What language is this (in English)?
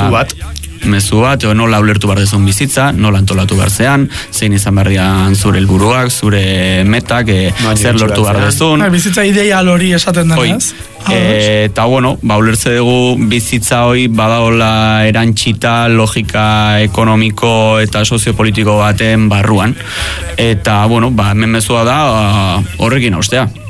Basque